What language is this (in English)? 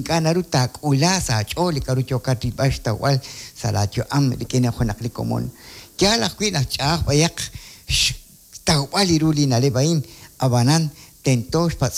Kekchí